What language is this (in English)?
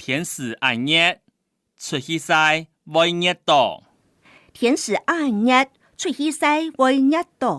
Hakka Chinese